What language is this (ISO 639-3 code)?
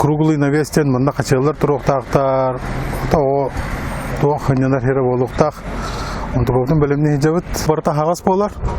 sah